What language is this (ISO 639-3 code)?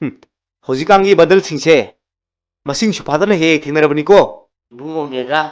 mni